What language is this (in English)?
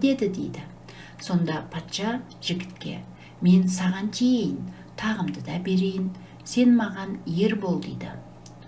Kazakh